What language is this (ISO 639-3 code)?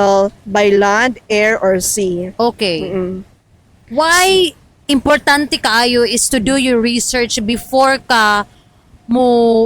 ceb